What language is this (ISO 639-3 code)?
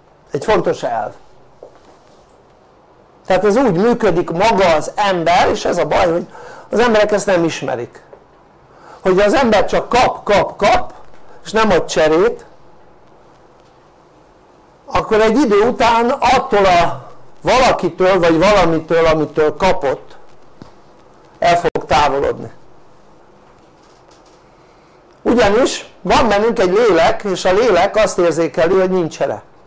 hun